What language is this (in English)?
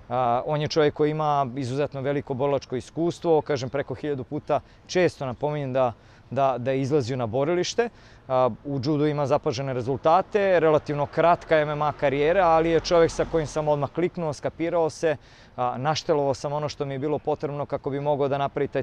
Serbian